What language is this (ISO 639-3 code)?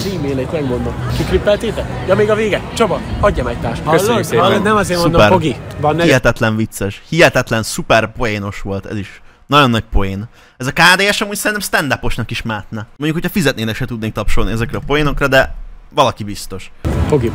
hun